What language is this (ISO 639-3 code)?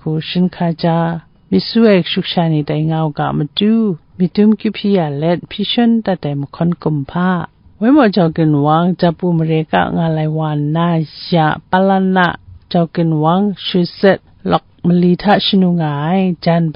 kac